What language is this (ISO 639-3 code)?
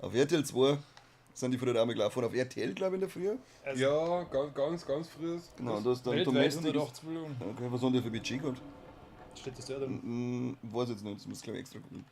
bar